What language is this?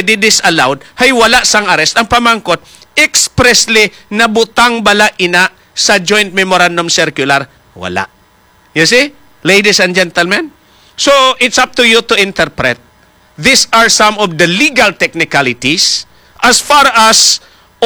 Hiligaynon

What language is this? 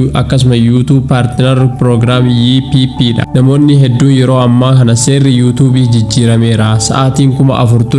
Oromo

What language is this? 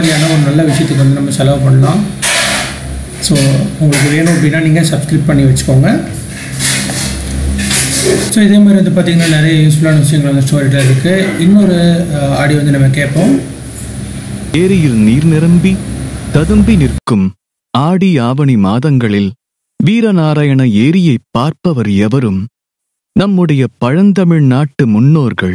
Tamil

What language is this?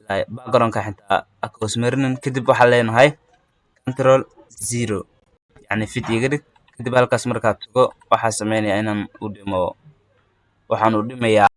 Somali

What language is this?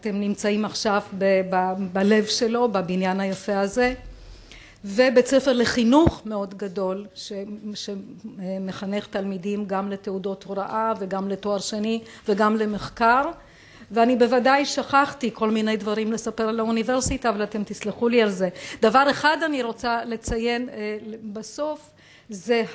Hebrew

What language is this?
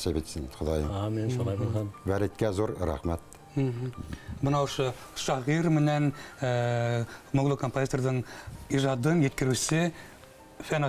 Bashkir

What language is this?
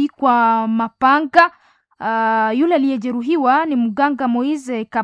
Swahili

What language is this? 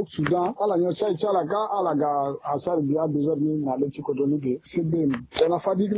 Sango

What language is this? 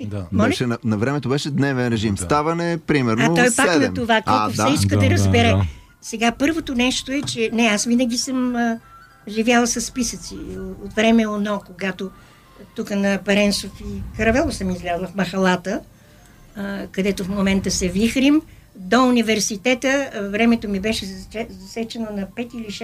Bulgarian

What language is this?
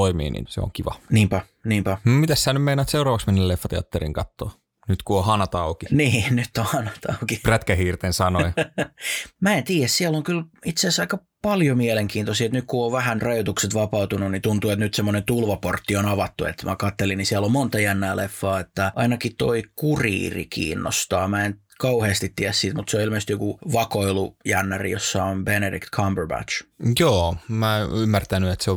Finnish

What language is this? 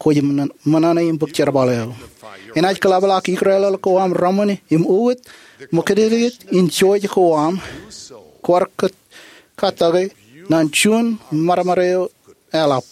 Marshallese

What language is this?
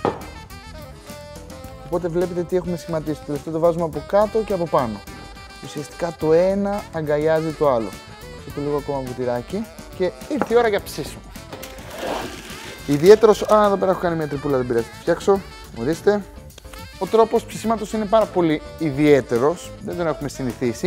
Greek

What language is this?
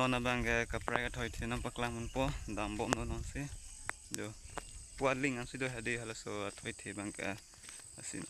Karbi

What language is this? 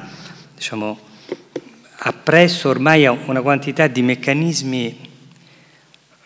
Italian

